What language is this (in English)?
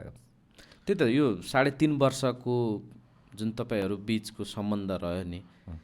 Nepali